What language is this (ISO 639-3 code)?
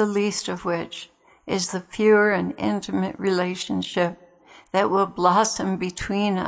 eng